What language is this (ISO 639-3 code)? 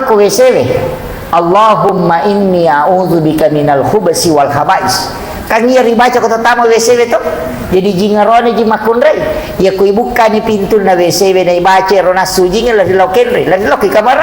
bug